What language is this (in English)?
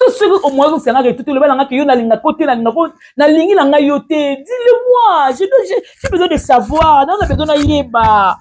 Lingala